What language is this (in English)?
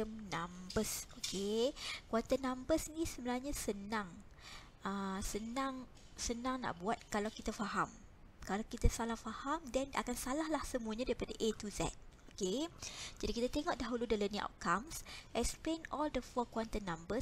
Malay